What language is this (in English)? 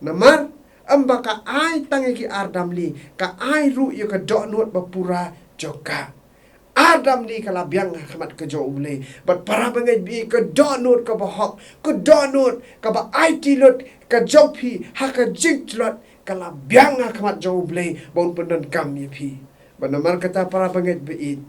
Khasi